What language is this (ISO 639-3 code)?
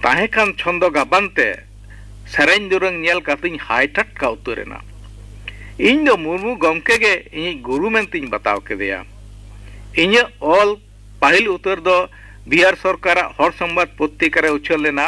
sat